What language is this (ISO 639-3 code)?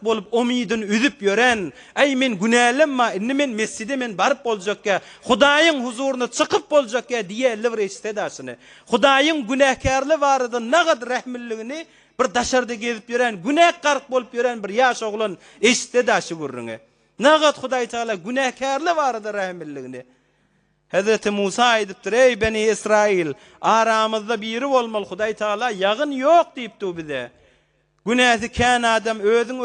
tuk